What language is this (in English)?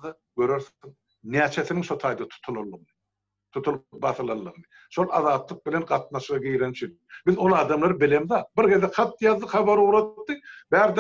Turkmen